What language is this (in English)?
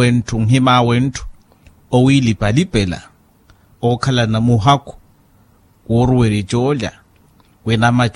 Makhuwa